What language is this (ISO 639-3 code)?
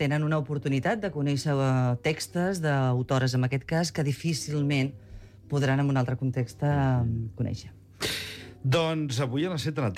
cat